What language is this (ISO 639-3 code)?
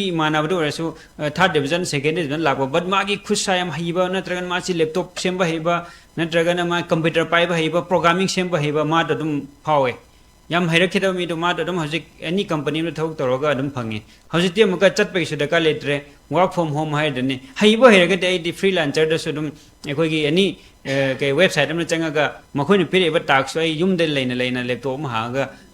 mni